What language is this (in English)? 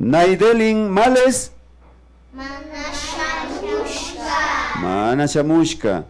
Imbabura Highland Quichua